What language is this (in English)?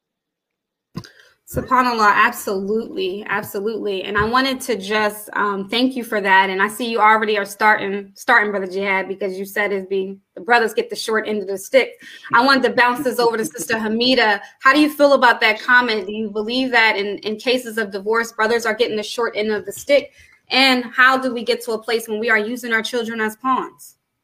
English